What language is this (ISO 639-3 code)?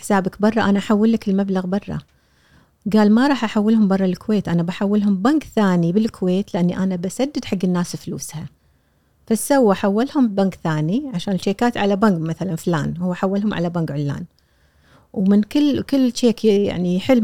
afb